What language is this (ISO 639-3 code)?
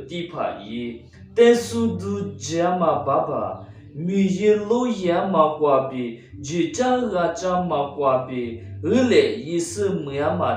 lis